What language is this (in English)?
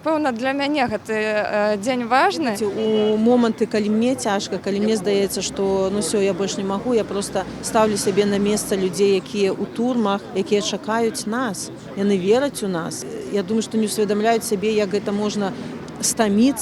Belarusian